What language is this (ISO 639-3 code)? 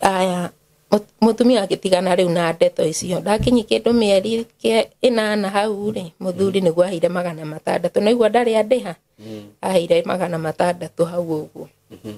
kik